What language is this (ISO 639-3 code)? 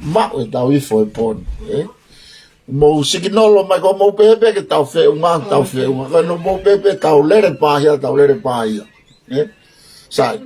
ton